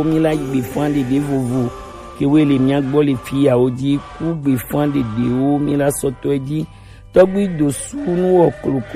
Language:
Gen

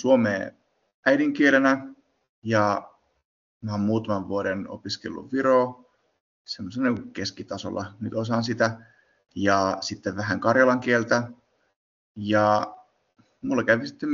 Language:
Finnish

